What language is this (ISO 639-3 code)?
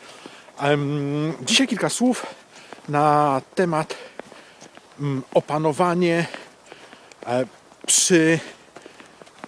pol